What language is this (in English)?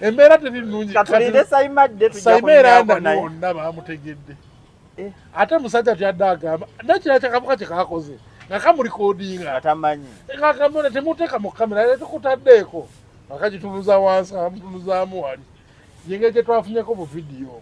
Ganda